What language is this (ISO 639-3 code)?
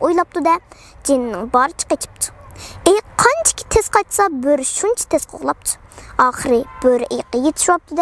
uig